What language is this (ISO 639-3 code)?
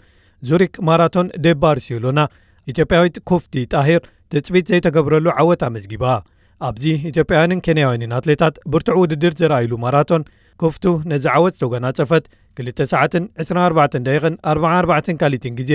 tir